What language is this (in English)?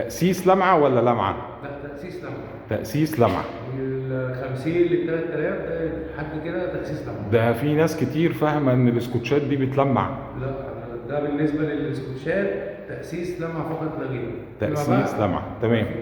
Egyptian Arabic